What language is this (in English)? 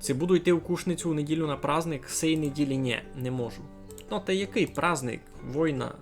Rusyn